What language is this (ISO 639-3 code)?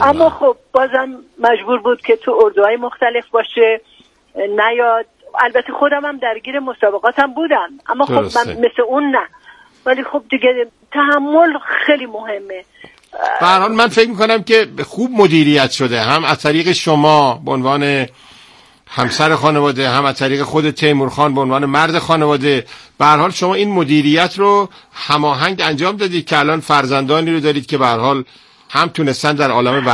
fas